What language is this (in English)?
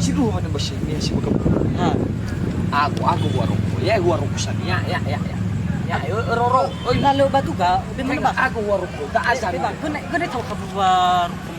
Nias